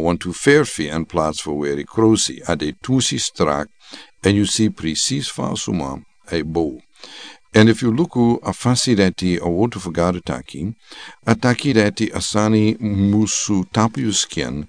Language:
Sranan Tongo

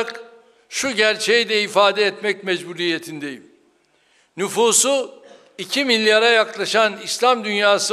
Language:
Turkish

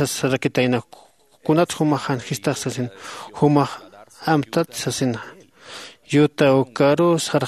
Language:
Aymara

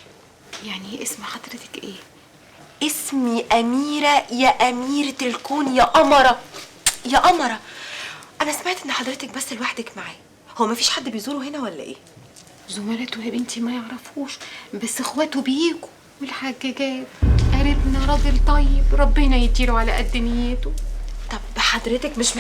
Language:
Egyptian Arabic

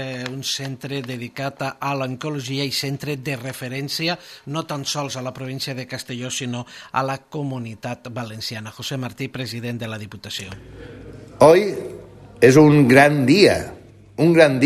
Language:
Catalan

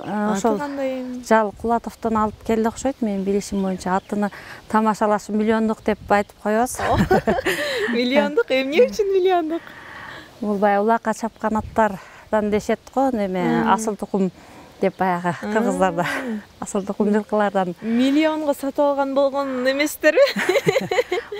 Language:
Kyrgyz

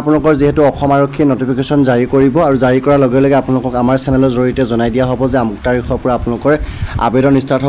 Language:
Assamese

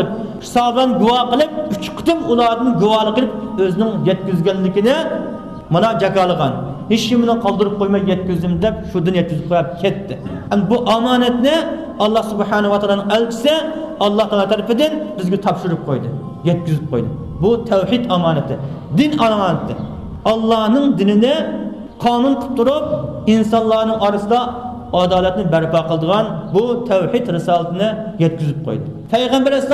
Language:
Uyghur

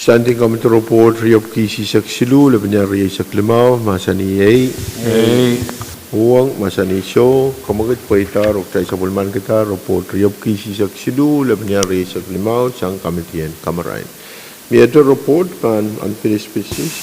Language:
Pohnpeian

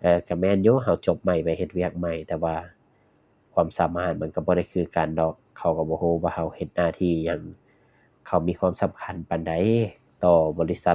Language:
Lao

